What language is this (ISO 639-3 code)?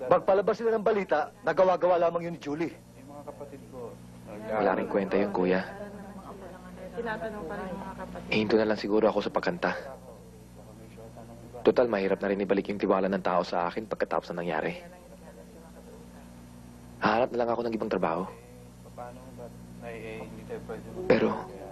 fil